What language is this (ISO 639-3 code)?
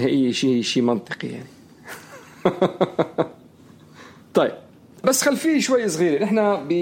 apc